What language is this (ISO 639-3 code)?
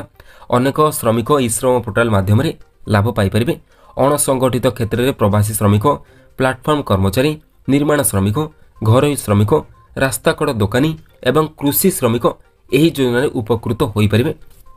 ori